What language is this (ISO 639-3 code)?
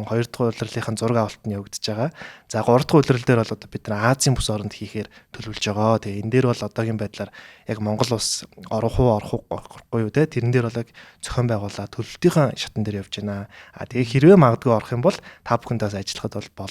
mon